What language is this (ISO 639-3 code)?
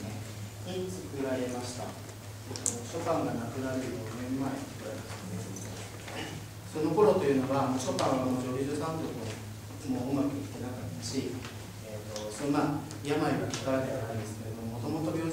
jpn